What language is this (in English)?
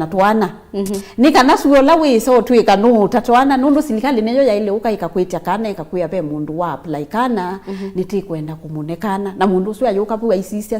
Kamba